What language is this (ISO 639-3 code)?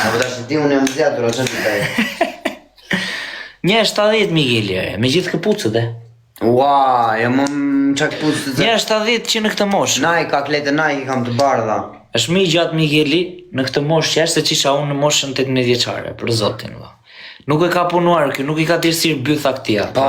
sqi